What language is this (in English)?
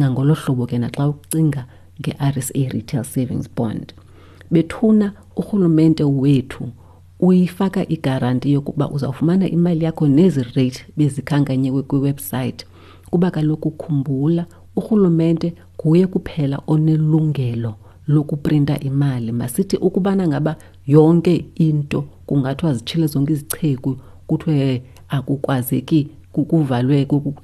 Xhosa